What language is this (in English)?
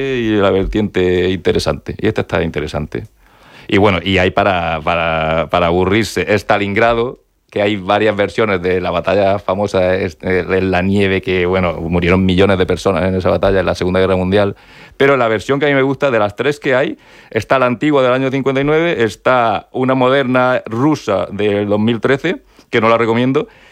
Spanish